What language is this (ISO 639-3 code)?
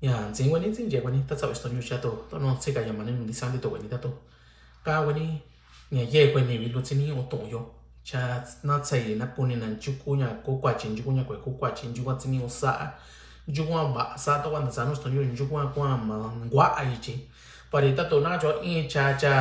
mix